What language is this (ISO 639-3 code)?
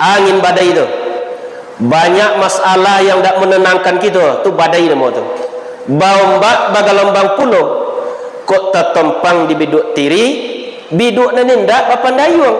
min